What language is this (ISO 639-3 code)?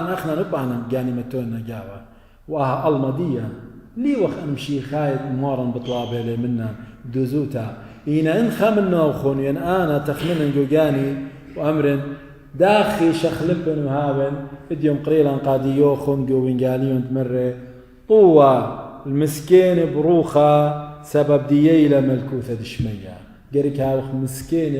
aii